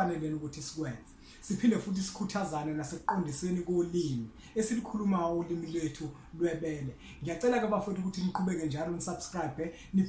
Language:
Zulu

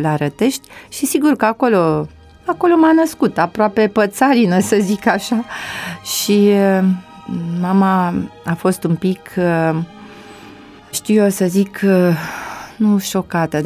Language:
Romanian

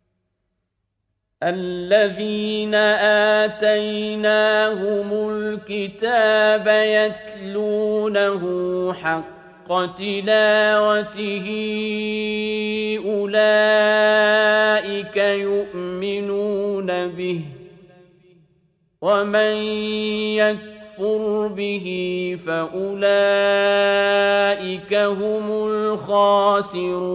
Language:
Arabic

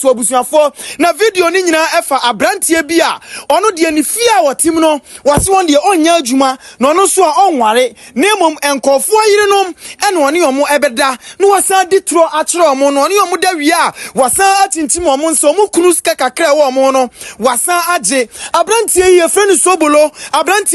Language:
Akan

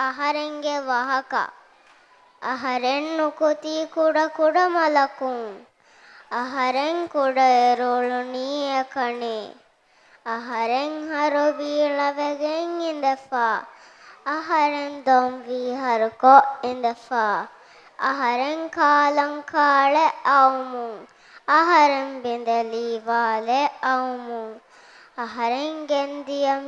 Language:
Divehi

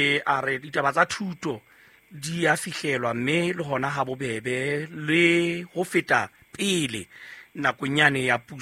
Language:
Southern Sotho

